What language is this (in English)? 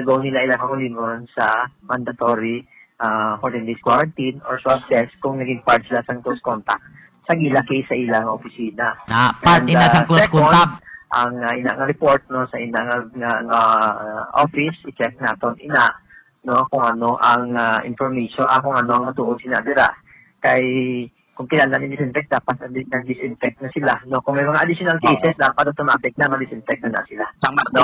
Hiligaynon